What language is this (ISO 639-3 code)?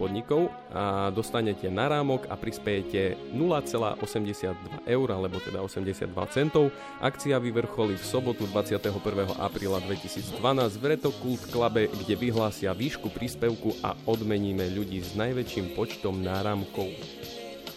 slk